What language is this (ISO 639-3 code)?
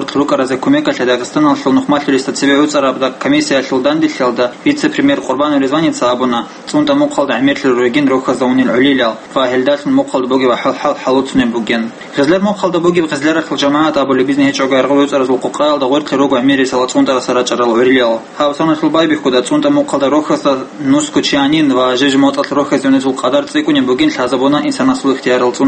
ava